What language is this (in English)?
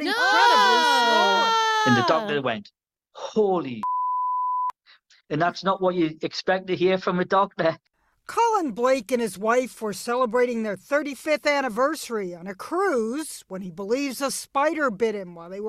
English